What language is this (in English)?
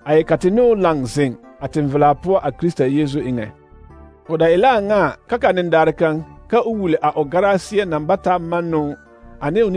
Southern Dagaare